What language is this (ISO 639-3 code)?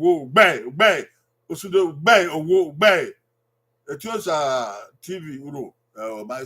bin